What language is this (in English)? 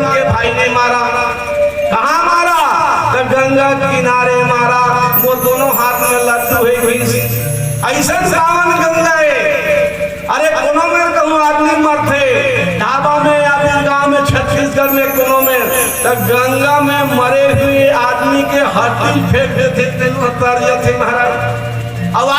Chhattisgarhi